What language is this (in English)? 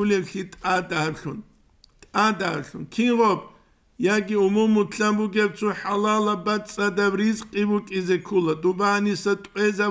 Avaric